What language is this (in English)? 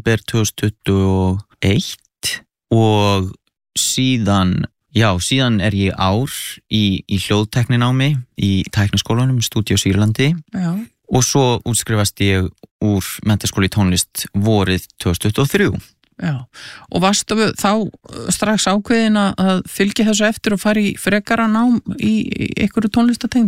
Icelandic